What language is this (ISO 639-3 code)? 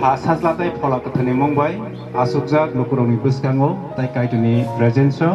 trp